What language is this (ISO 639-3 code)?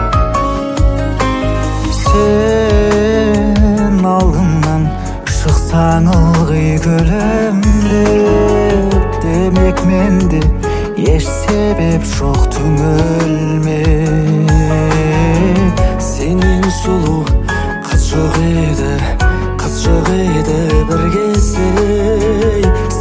kaz